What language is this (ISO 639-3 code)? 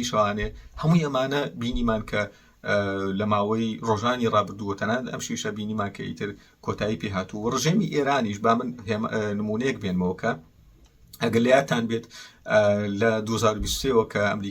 ckb